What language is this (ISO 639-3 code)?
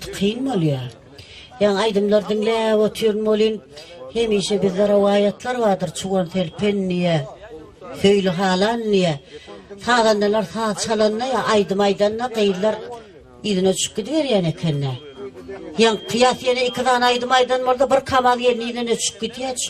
tuk